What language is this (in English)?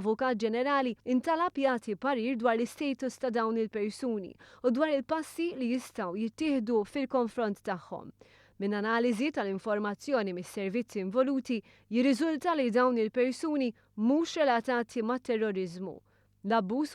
Maltese